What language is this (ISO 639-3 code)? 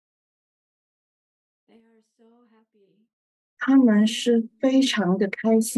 zho